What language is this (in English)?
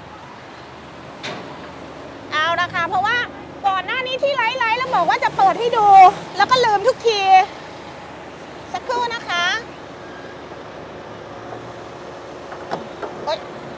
Thai